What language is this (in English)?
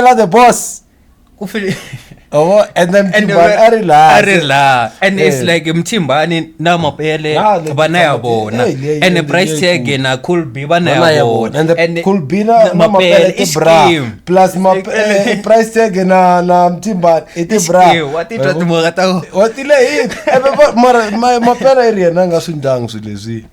Tsonga